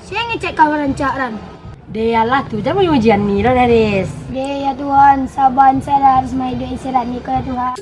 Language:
Minangkabau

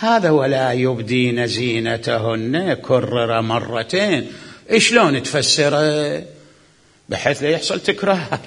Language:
Mesopotamian Arabic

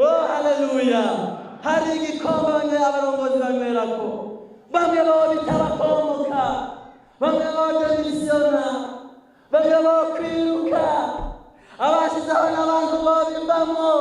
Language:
Rundi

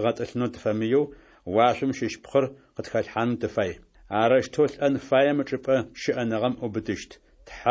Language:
Adyghe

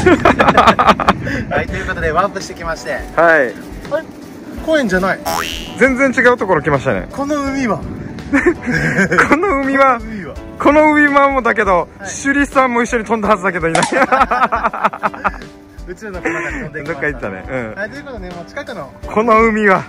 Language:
Japanese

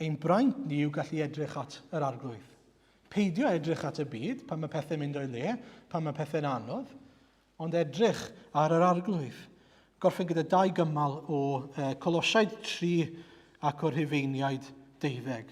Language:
Welsh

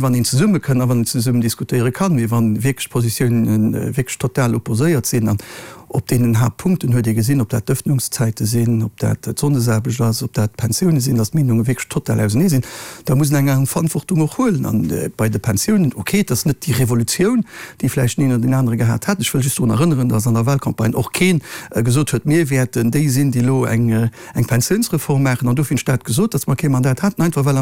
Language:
Luxembourgish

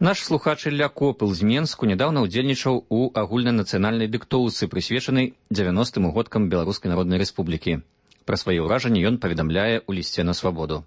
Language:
Belarusian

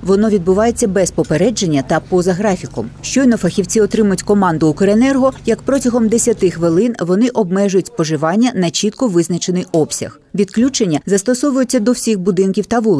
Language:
Ukrainian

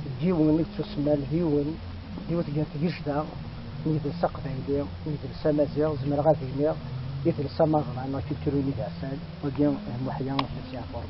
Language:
Kabyle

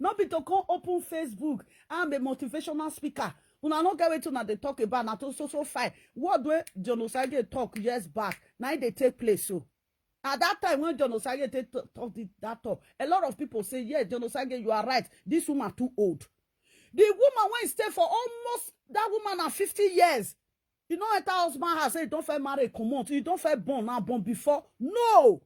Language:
Nigerian Pidgin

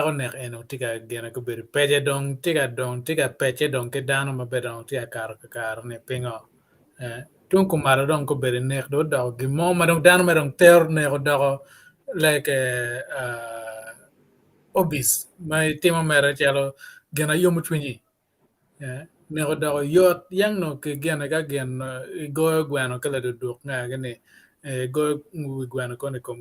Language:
Acoli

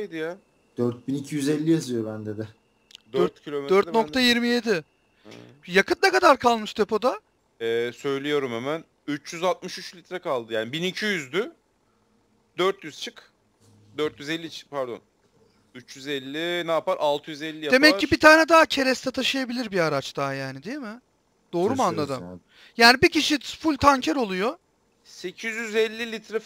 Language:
Turkish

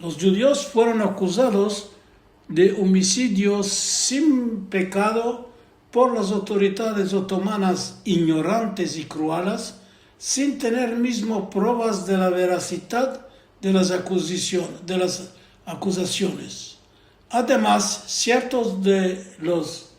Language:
Ladino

